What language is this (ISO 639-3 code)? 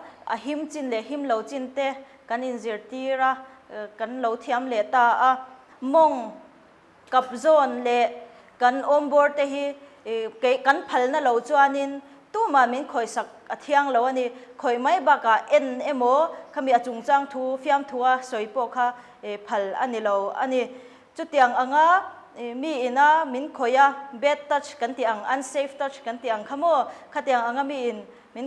lus